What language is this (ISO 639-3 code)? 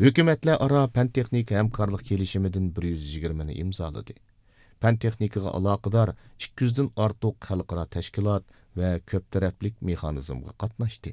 uig